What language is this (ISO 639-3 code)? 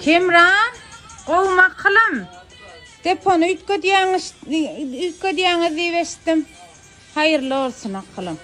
tuk